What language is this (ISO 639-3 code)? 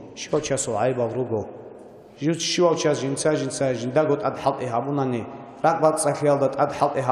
ava